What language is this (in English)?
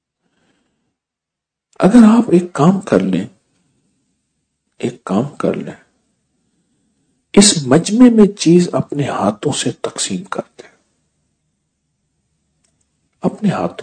Urdu